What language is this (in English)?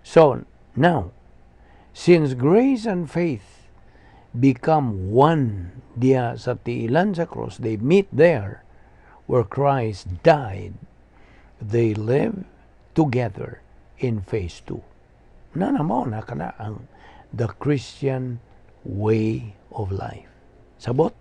Cebuano